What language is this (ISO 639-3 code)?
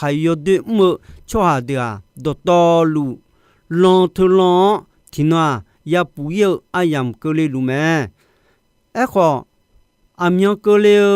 ahk